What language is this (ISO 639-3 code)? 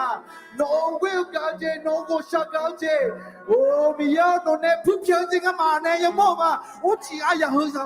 ahk